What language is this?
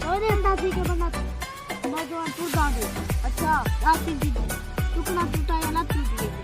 Saraiki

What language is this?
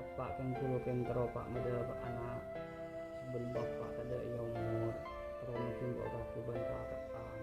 Madurese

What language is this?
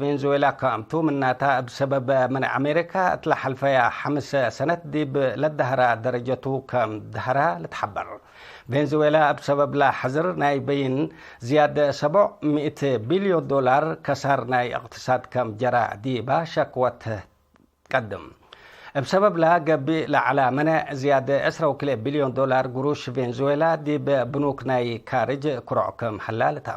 Tigre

